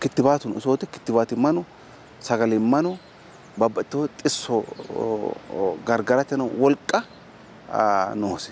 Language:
Sidamo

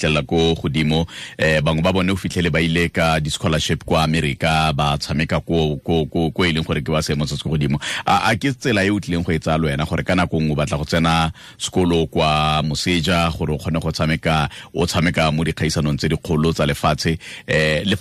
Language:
Tswana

